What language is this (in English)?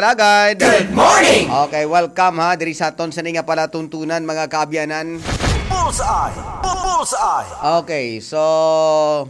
Hiligaynon